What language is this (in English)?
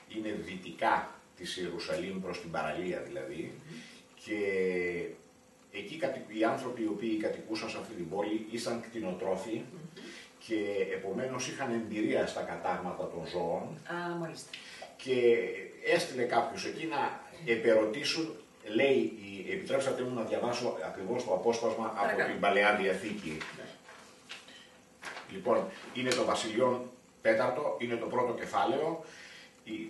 Greek